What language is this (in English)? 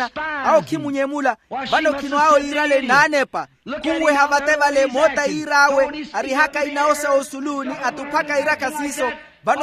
Makhuwa